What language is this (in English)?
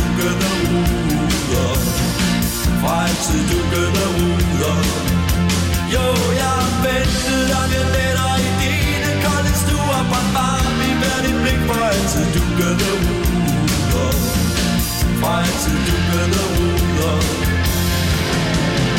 Danish